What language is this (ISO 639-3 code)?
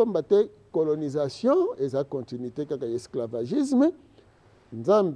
lin